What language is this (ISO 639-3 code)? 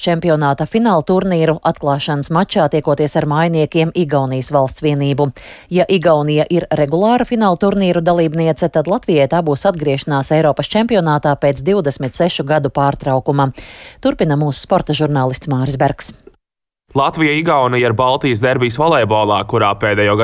lav